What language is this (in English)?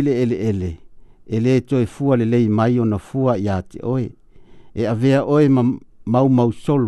Samoan